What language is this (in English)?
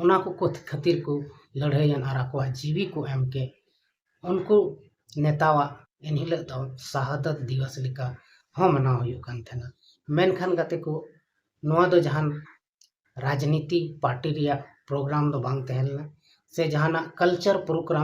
Santali